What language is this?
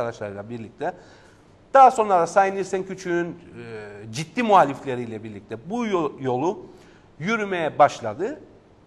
Turkish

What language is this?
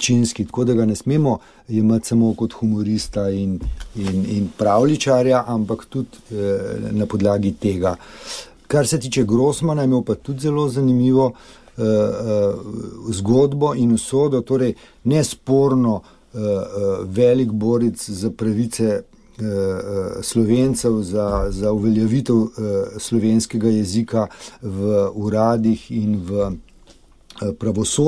Slovenian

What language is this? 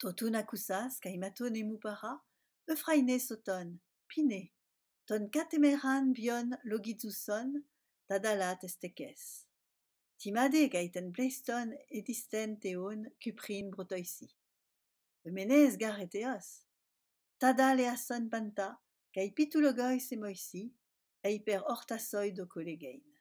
Ancient Greek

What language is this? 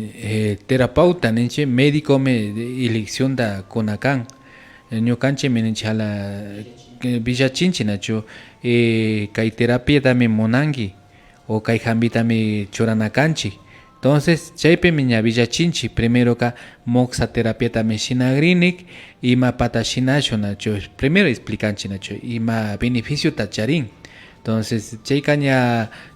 Imbabura Highland Quichua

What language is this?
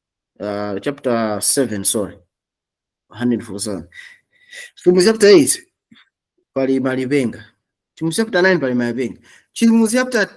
Nyanja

